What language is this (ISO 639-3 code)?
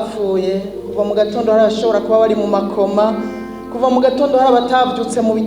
run